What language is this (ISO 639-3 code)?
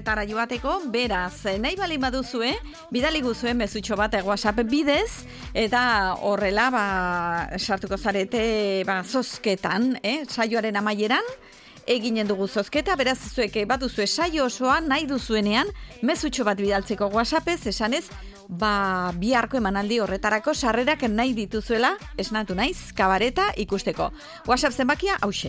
eus